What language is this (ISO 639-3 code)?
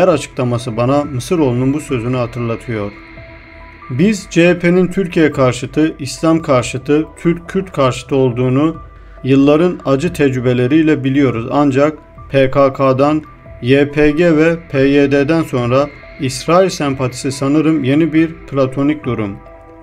tur